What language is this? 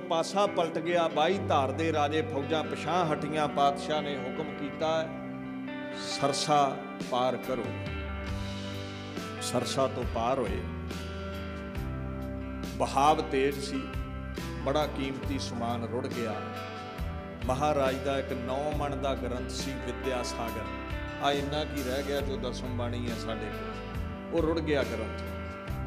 Punjabi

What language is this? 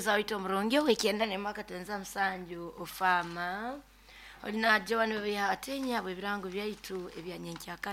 Nyoro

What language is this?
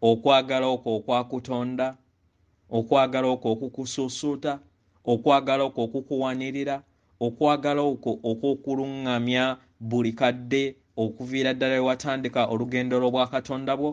Ganda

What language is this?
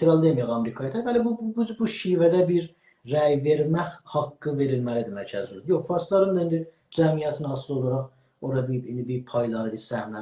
South Azerbaijani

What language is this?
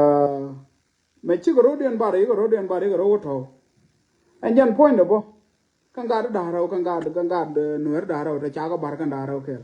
Nuer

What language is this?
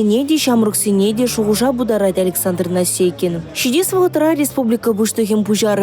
Chuvash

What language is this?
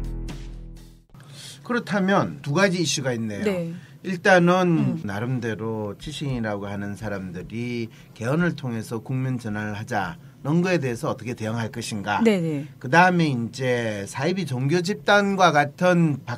Korean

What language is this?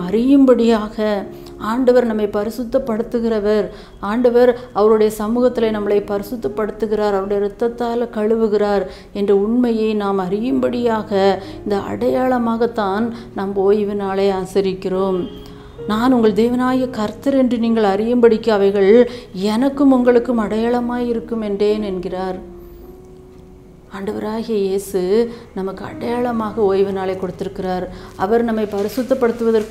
Tamil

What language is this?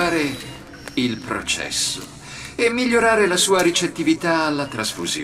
Italian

